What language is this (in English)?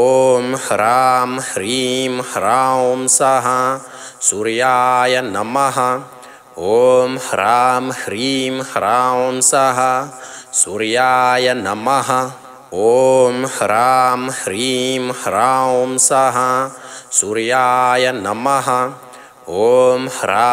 Sanskrit